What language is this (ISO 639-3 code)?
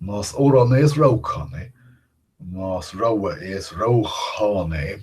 gle